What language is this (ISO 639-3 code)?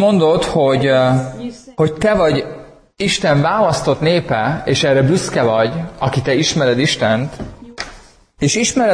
hun